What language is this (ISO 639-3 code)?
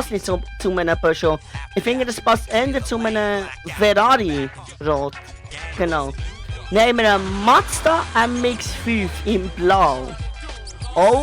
gsw